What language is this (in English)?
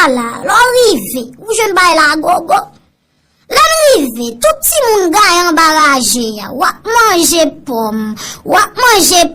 Haitian Creole